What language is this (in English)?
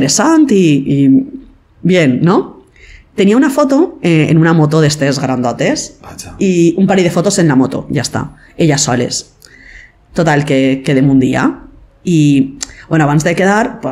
Catalan